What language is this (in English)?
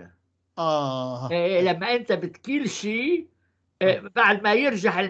North Levantine Arabic